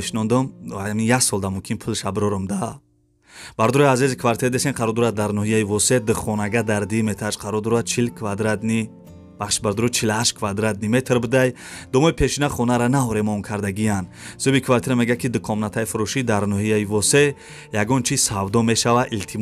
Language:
Tajik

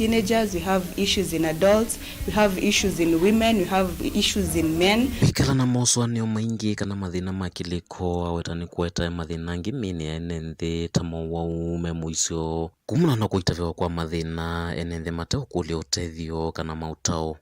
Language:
Kamba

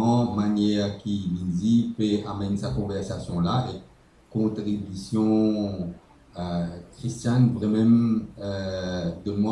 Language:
Morisyen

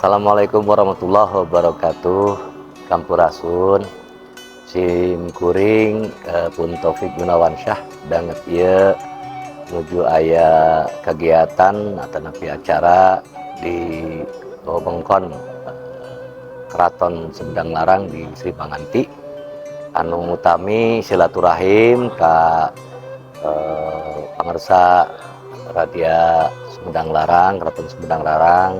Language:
Sundanese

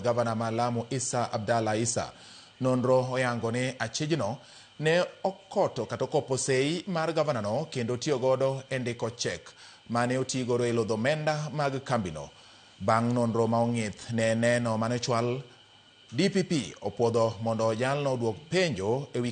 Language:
Luo (Kenya and Tanzania)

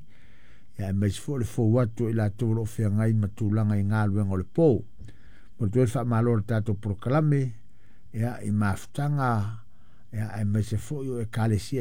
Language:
Samoan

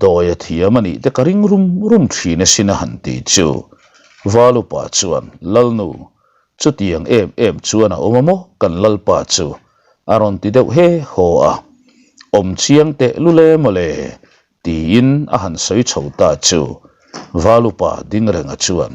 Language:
Mizo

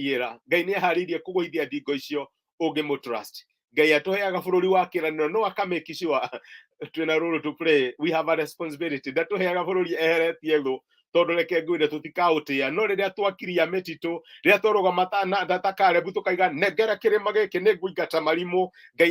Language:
Kikuyu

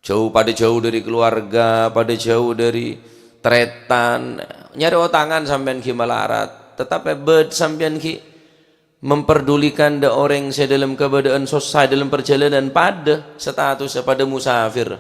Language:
Madurese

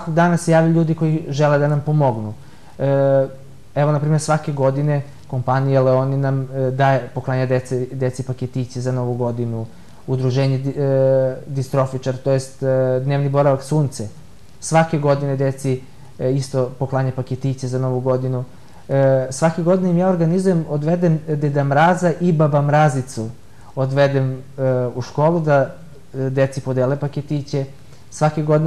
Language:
Serbian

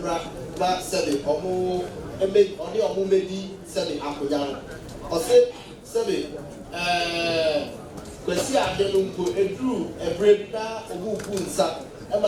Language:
Akan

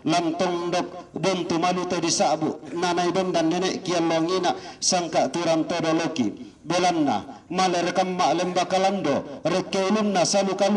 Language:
Toraja-Sa'dan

